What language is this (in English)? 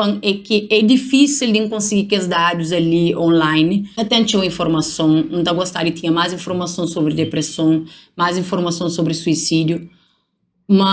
Kabuverdianu